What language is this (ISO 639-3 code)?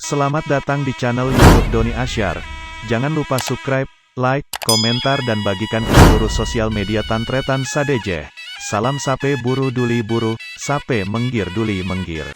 mad